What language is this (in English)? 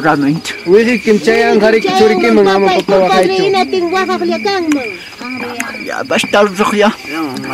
Ayacucho Quechua